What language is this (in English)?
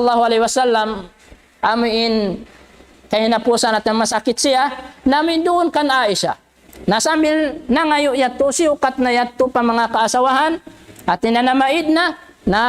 Tausug